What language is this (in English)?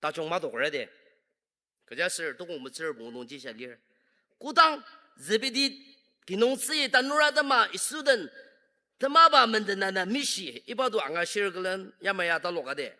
Ao Naga